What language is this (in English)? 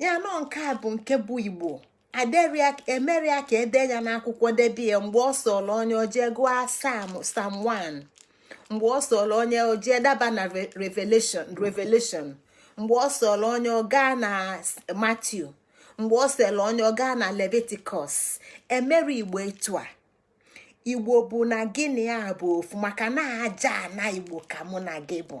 Igbo